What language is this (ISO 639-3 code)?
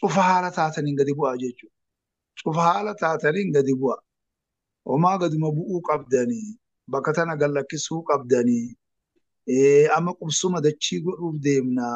orm